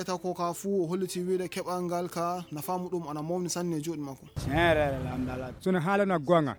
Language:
Fula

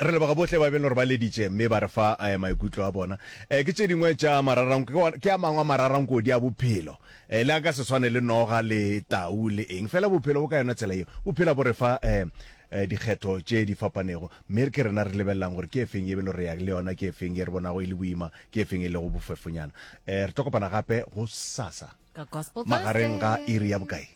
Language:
Northern Sotho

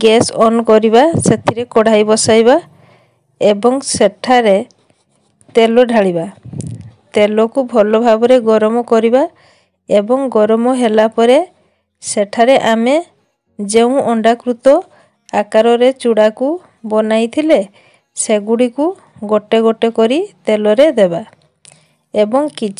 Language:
Odia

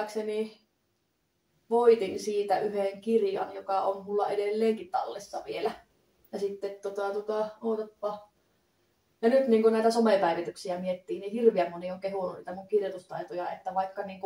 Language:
Finnish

